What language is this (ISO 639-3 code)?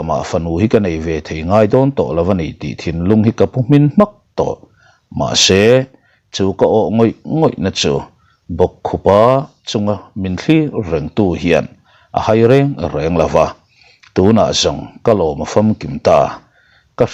lus